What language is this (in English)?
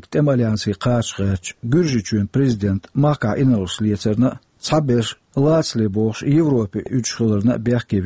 Chechen